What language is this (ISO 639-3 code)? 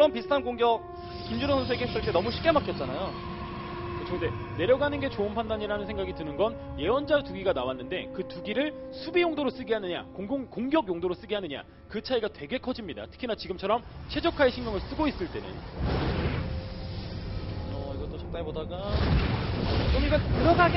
kor